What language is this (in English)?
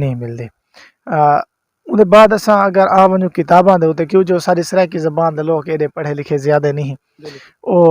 Saraiki